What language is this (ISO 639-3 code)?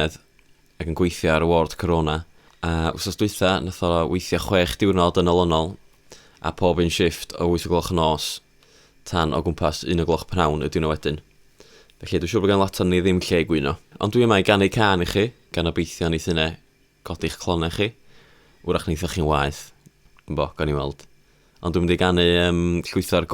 cym